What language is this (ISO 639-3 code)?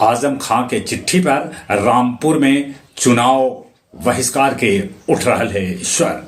mag